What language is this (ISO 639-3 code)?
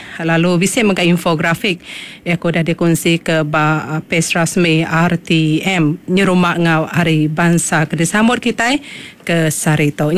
iba